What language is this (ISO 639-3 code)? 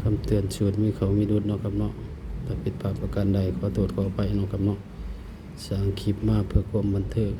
tts